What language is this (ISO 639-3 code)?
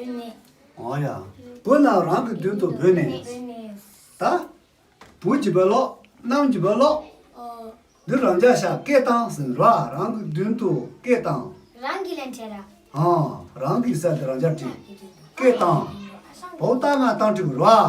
bod